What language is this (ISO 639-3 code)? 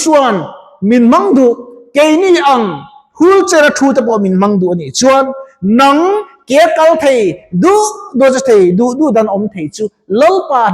lus